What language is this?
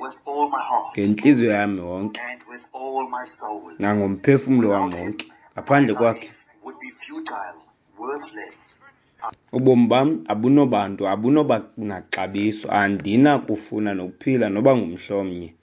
Xhosa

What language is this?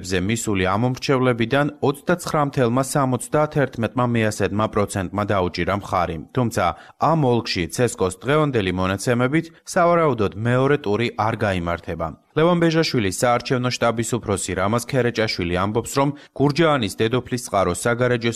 Georgian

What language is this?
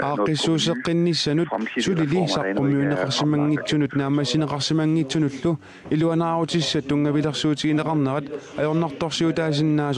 Kalaallisut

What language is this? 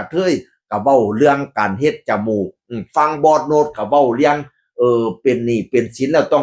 Northeastern Thai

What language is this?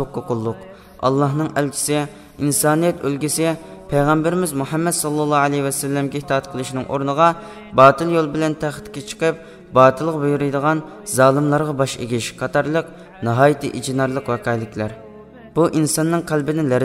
Uyghur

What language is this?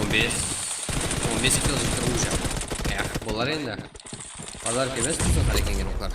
Kara-Kalpak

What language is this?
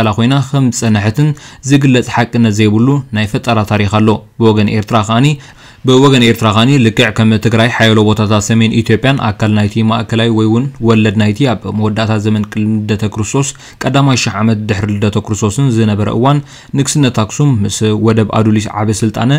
Tigrinya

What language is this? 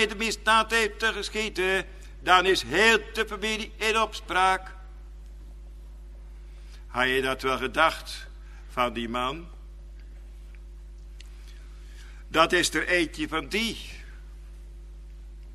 Dutch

